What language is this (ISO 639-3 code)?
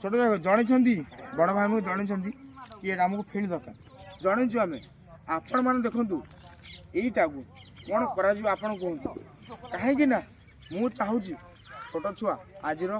ori